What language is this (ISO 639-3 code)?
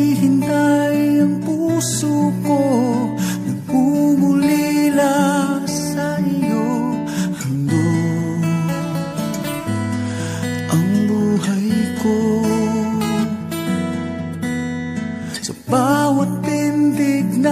fil